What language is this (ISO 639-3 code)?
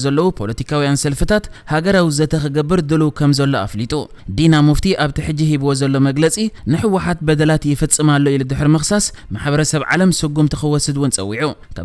tir